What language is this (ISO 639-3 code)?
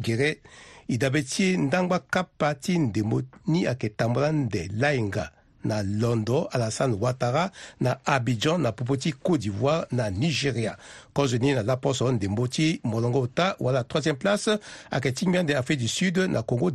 sag